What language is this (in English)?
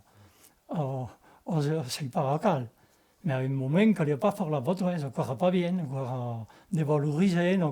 Occitan